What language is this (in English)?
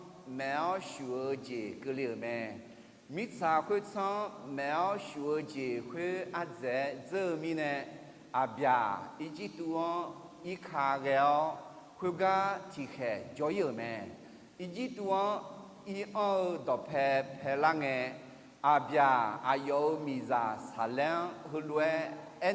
Akha